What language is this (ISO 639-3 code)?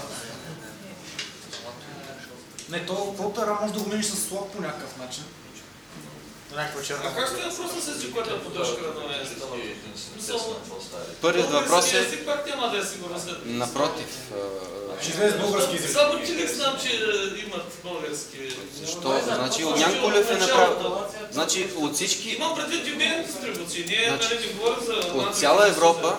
bul